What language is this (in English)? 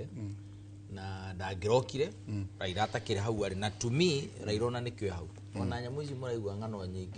Kikuyu